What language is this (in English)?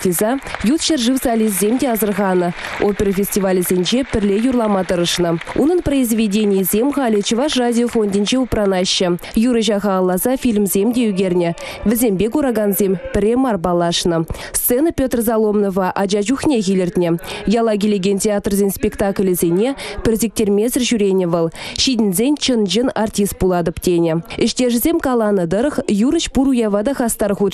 Chuvash